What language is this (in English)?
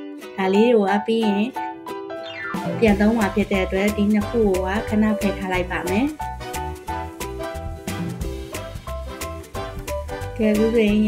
Burmese